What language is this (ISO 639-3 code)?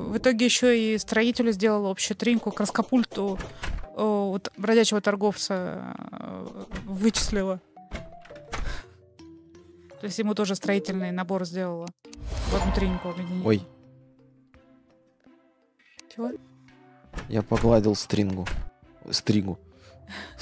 rus